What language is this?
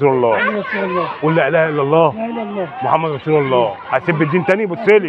Egyptian Arabic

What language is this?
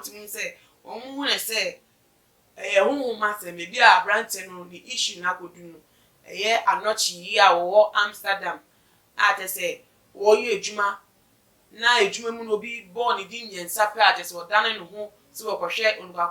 Akan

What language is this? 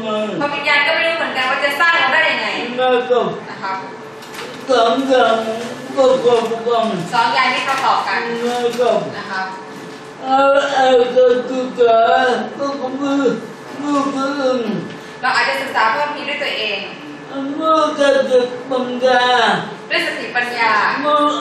Thai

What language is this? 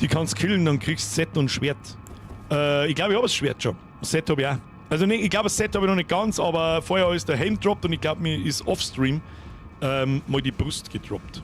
Bavarian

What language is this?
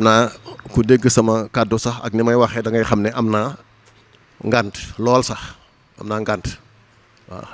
Wolof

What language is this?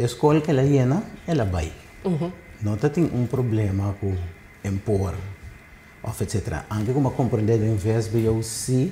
Papiamento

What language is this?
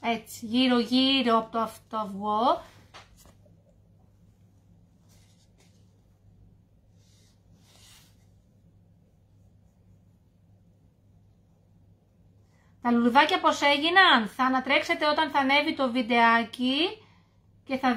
Greek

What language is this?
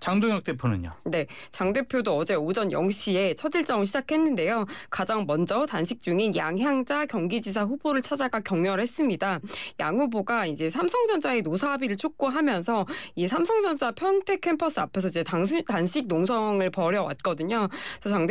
Korean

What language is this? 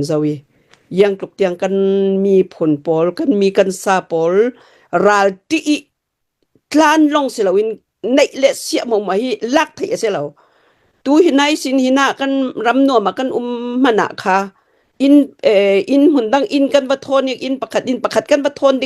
Hakha Chin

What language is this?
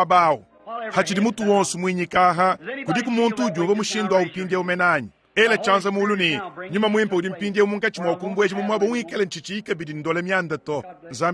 Luba-Lulua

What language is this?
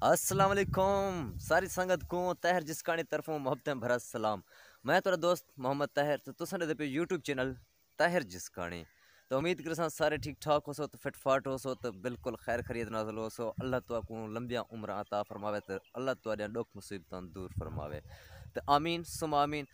Saraiki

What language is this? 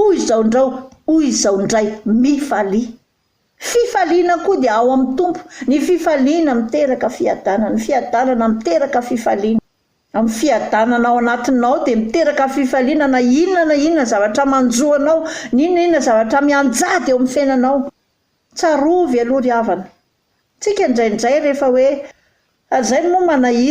Malagasy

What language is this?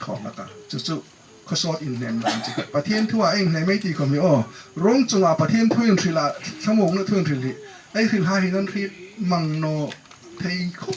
Hmar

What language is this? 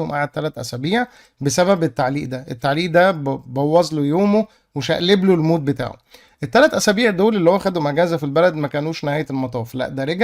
Egyptian Arabic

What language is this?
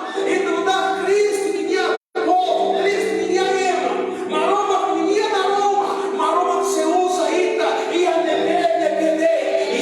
Tetum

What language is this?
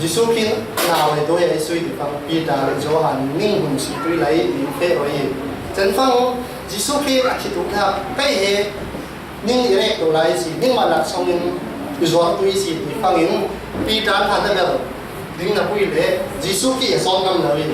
Falam Chin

